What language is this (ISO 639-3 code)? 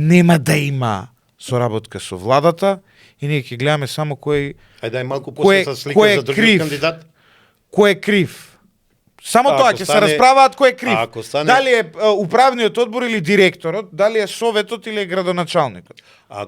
mkd